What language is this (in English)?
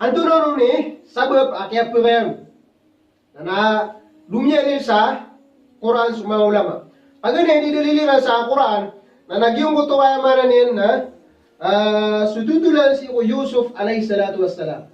Maranao